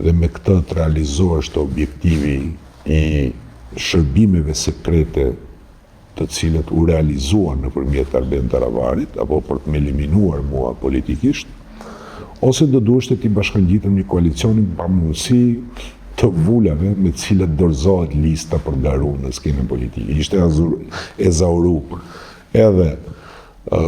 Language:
Albanian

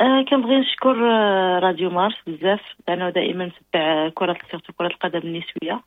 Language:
Moroccan Arabic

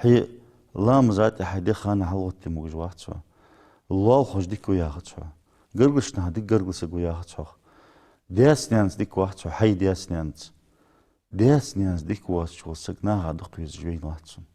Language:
Ingush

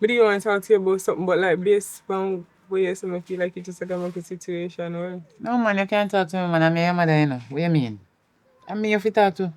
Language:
Jamaican Creole English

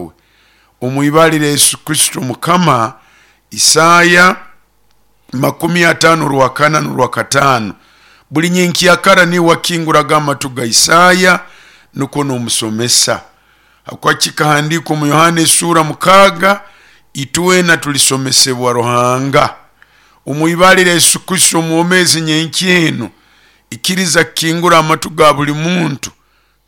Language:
Nyankole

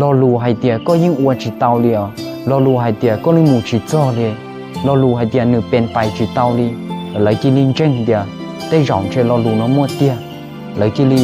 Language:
Hmong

